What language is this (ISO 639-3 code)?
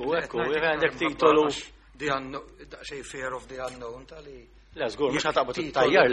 mlt